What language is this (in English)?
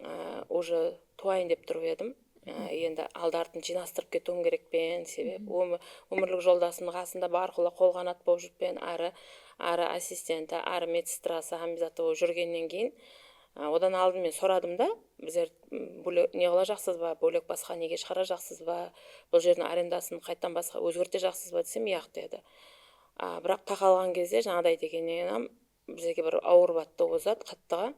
Kara-Kalpak